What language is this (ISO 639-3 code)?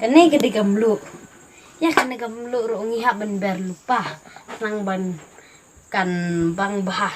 kha